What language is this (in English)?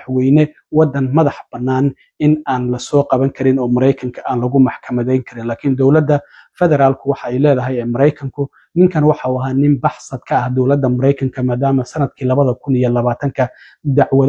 Somali